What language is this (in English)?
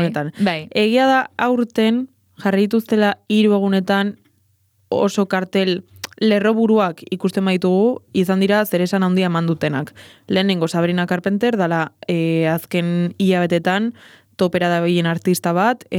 Basque